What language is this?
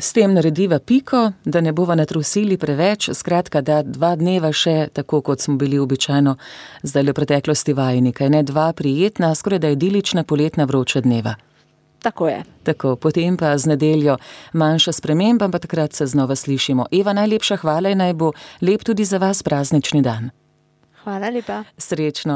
Slovenian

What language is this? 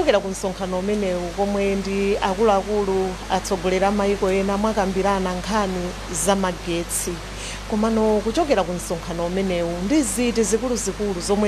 Nyanja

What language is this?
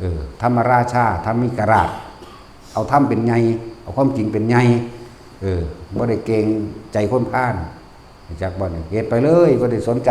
Northeastern Thai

